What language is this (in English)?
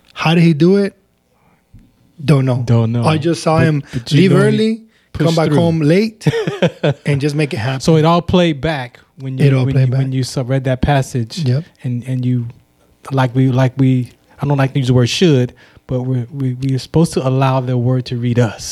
English